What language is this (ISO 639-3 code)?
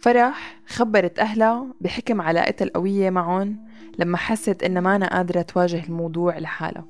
apc